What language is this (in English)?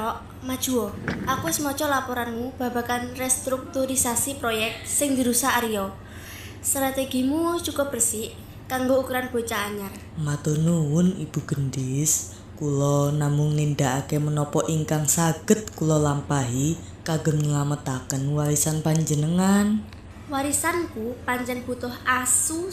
Javanese